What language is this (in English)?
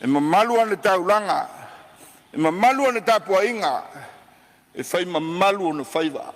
Samoan